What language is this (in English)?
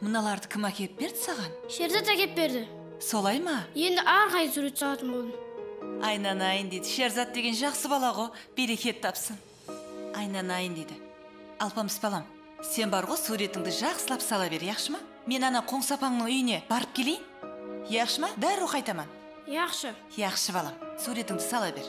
Kara-Kalpak